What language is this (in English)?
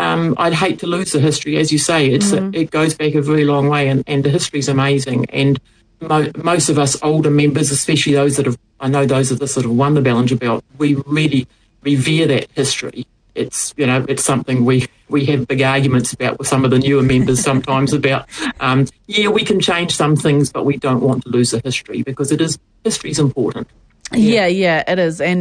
English